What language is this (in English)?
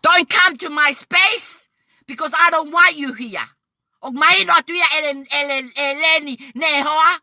Tongan